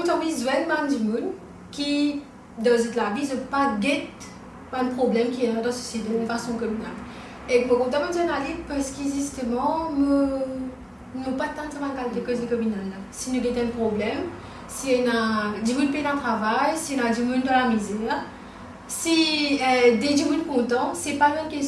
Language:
Morisyen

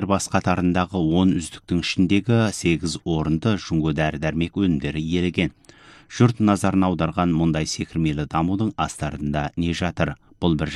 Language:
Kazakh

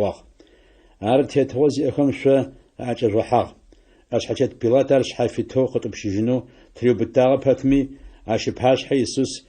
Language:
Adyghe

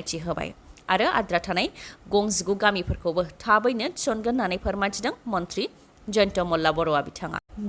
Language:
Bodo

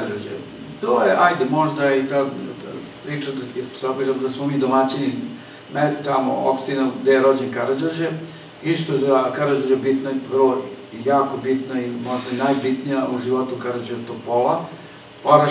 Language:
Serbian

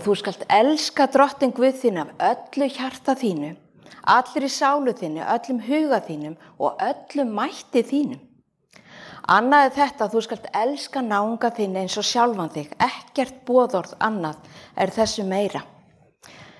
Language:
Icelandic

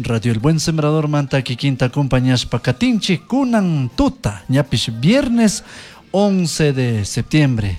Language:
Chimborazo Highland Quichua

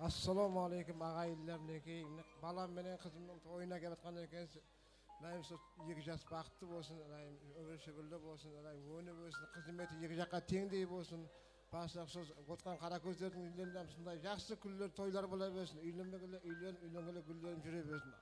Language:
Kara-Kalpak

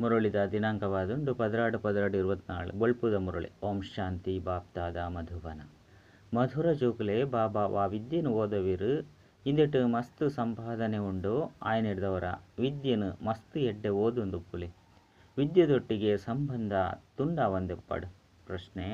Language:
Tulu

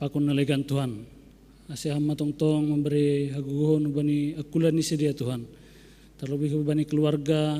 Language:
Batak Simalungun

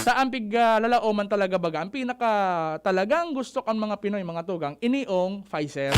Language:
Bikol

